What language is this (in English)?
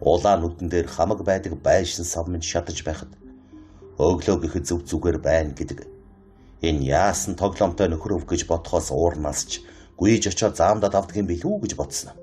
Mongolian